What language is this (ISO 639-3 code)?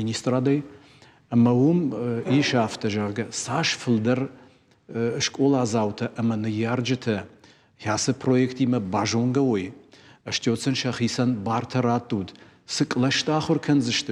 oss